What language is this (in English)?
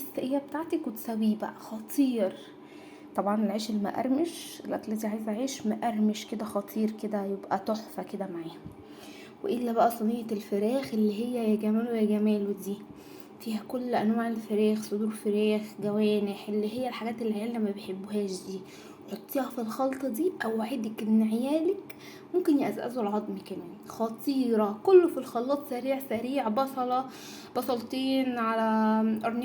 Egyptian Arabic